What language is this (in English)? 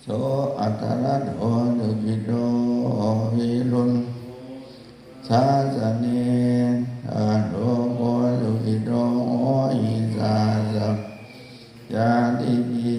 Pali